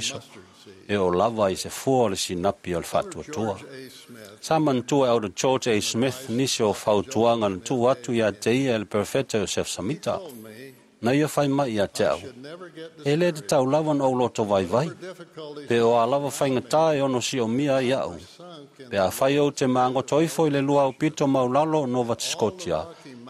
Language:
Samoan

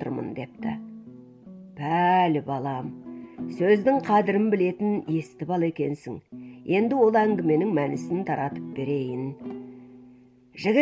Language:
Kazakh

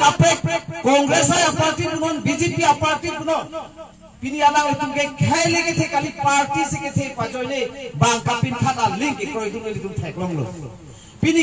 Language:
Karbi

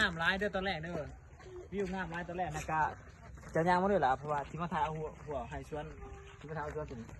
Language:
Lao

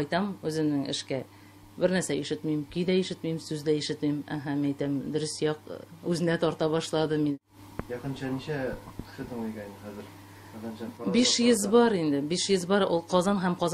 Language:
Tatar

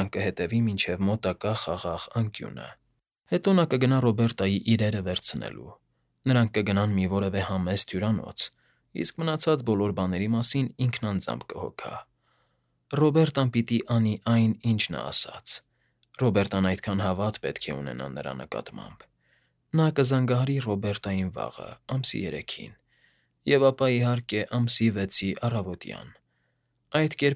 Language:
Armenian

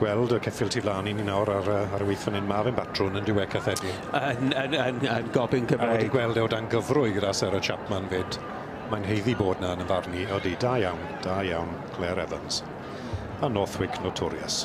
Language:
Welsh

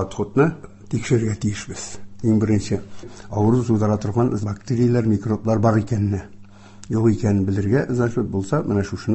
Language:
Tatar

